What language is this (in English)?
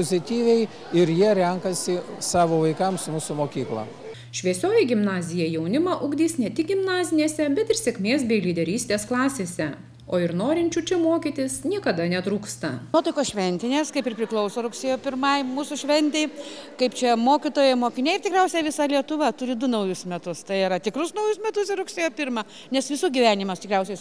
Lithuanian